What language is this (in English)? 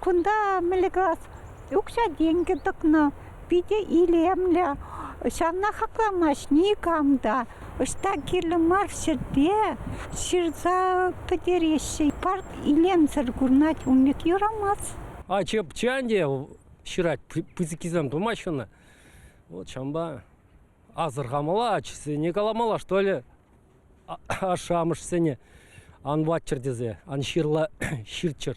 Chuvash